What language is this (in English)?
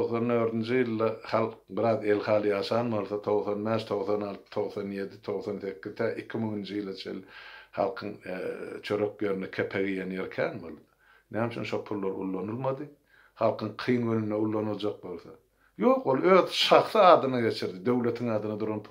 Turkmen